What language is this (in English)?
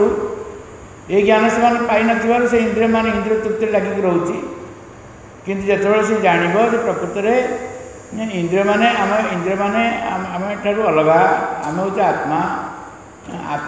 Odia